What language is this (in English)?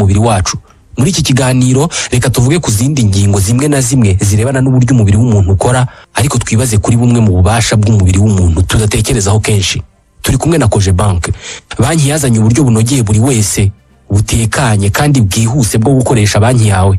Kinyarwanda